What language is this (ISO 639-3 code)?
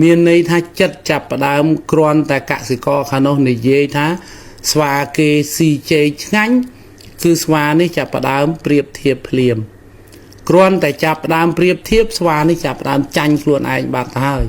khm